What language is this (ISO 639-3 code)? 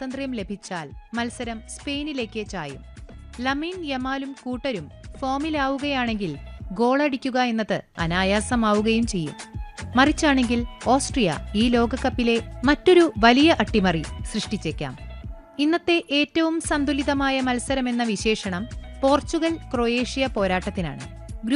mal